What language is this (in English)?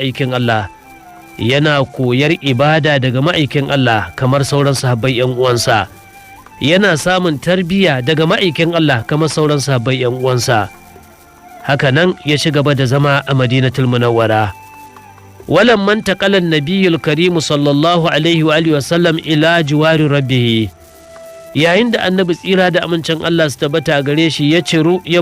Hausa